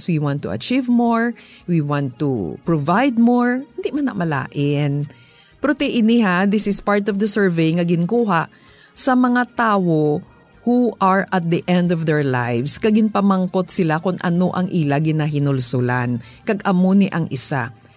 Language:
Hiligaynon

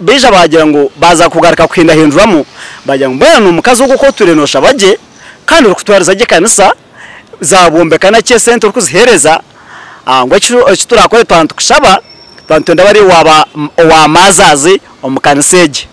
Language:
Nyankole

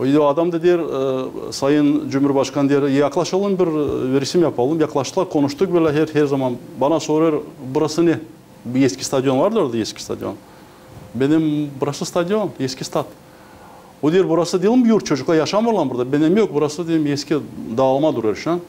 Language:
Gagauz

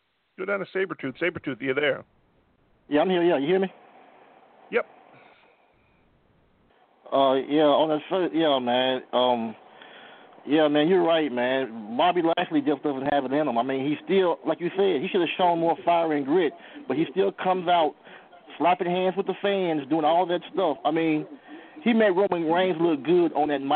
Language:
English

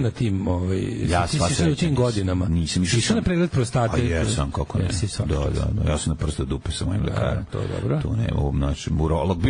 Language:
Serbian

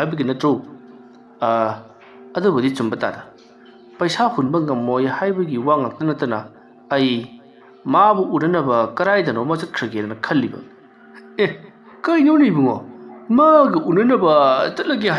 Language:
Manipuri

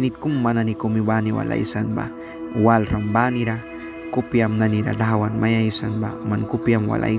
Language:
Mískito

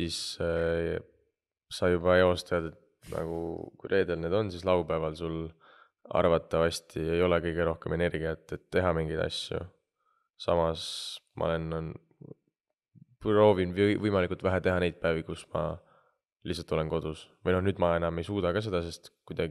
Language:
Estonian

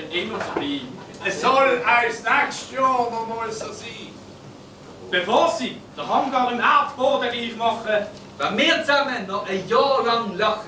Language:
Swiss German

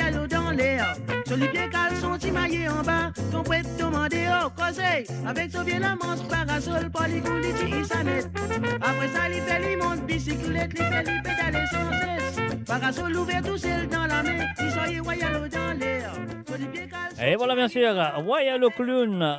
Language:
Morisyen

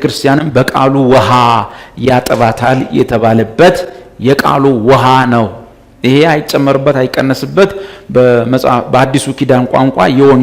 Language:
Amharic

